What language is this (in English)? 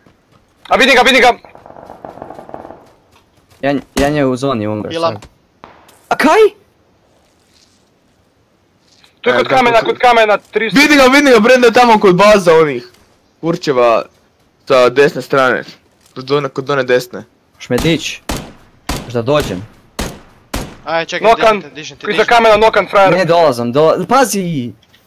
Croatian